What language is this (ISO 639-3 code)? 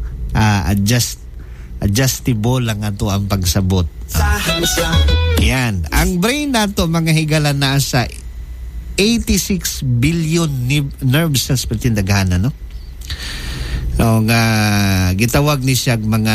ceb